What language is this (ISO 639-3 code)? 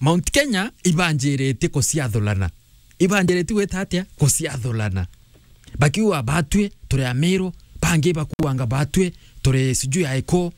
mer